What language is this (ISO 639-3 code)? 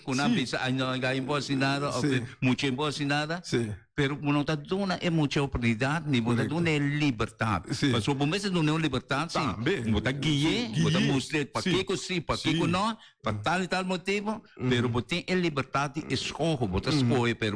pap